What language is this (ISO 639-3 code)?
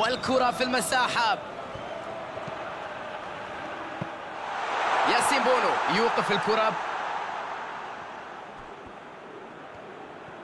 ara